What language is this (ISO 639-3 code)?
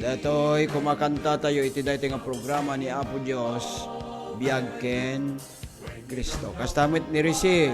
ilo